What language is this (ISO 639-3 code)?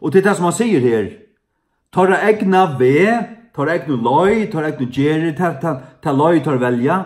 fao